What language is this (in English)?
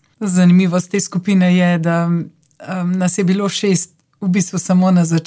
Slovenian